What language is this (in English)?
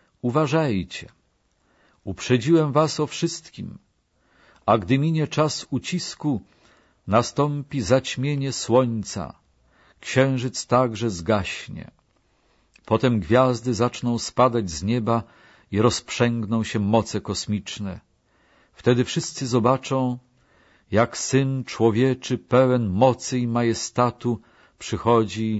Polish